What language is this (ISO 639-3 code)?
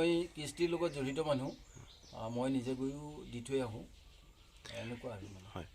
asm